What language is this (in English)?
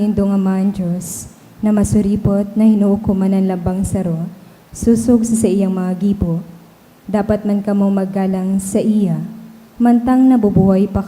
Bikol